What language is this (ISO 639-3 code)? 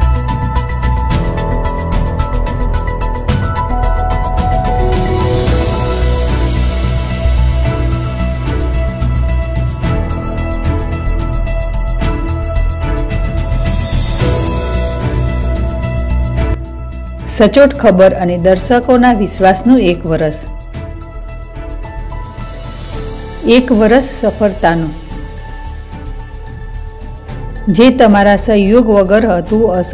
guj